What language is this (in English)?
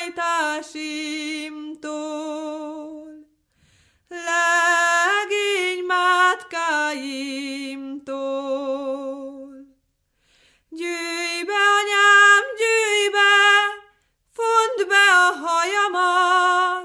Hungarian